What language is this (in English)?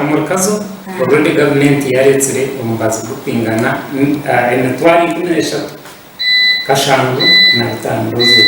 Nyankole